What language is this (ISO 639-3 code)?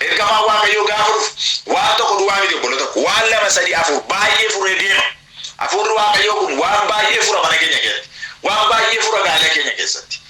orm